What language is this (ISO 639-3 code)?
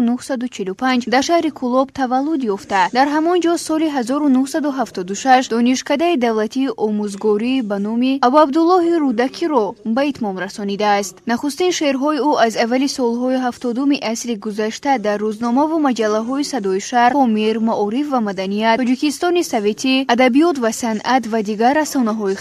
tgk